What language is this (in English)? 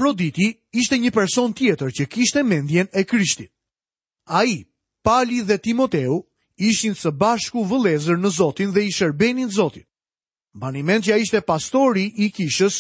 Albanian